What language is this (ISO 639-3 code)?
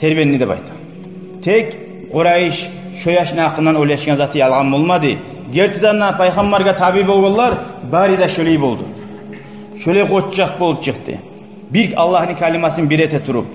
kum